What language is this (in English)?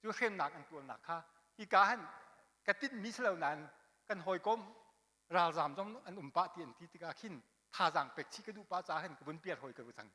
Hakha Chin